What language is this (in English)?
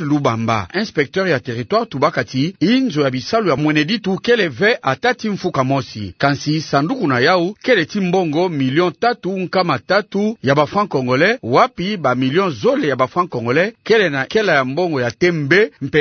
Kituba (Democratic Republic of Congo)